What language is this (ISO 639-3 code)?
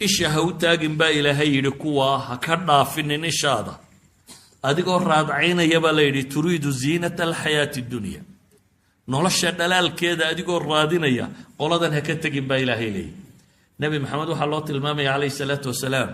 som